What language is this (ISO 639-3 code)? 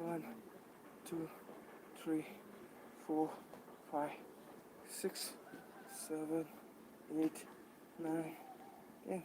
mni